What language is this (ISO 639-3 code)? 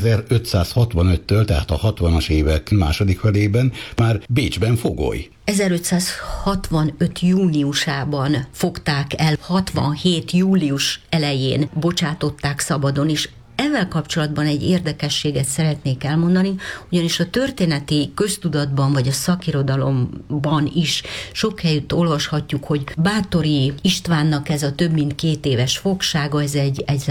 hun